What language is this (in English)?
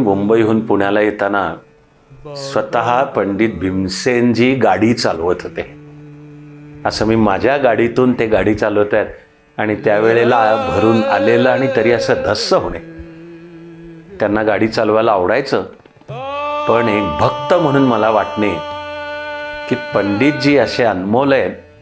Marathi